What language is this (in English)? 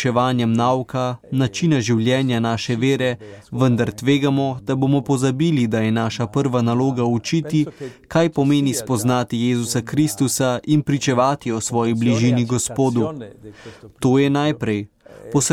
Slovenian